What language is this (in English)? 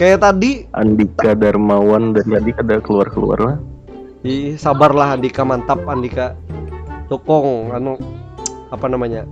Banjar